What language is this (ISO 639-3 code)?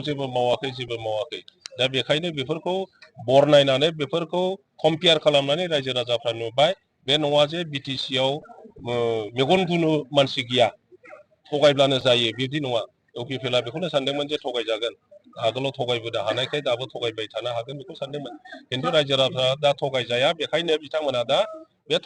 brx